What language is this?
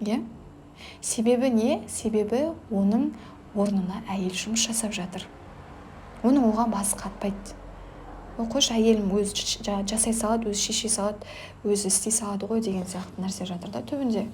Kazakh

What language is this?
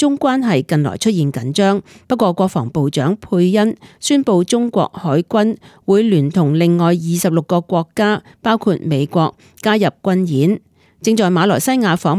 Cantonese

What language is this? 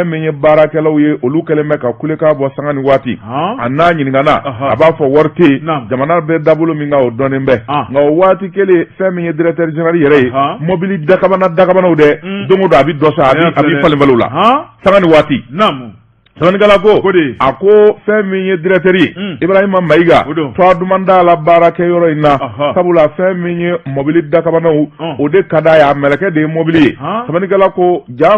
Bambara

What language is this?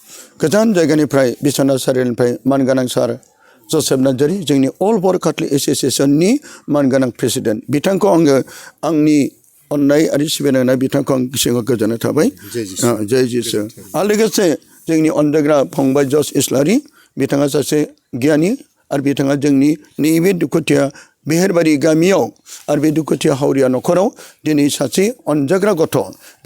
Bodo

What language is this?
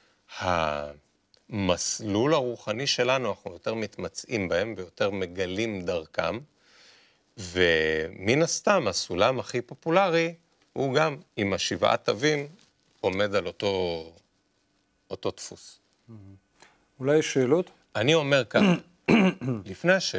Hebrew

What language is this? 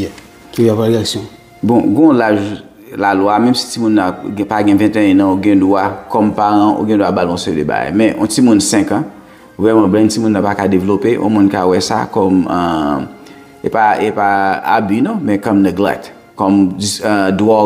Haitian Creole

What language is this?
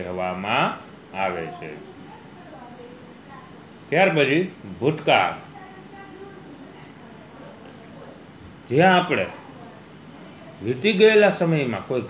Gujarati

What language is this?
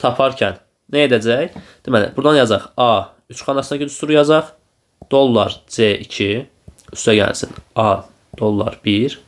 Azerbaijani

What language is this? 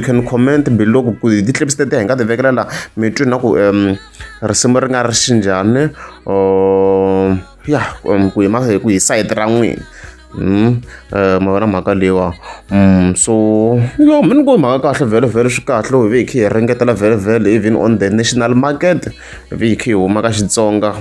Tsonga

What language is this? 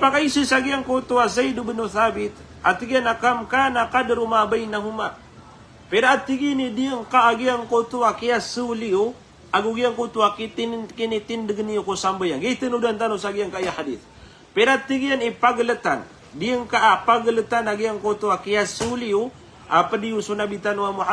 Maranao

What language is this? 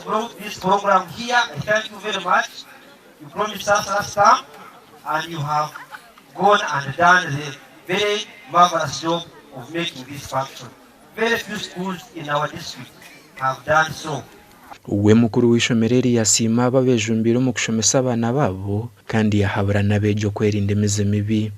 Nyankole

